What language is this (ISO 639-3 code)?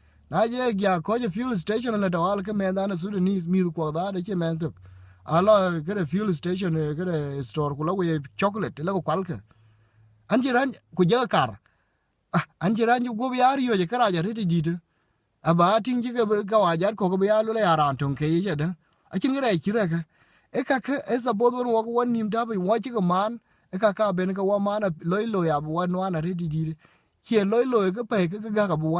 din